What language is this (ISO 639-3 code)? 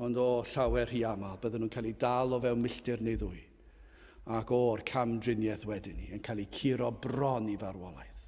cym